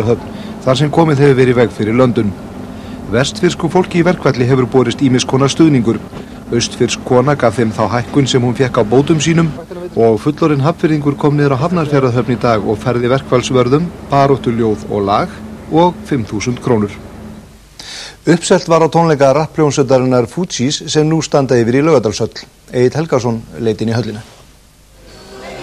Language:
Icelandic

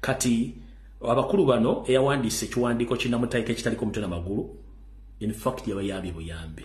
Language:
Ganda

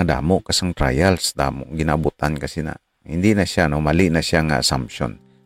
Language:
Hiligaynon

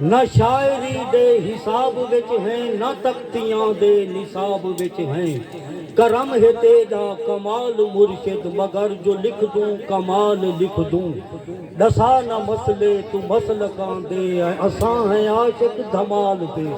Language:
Saraiki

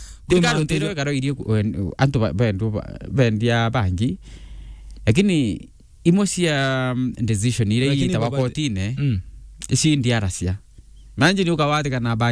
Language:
Meru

